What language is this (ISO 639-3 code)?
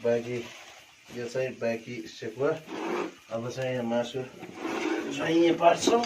nep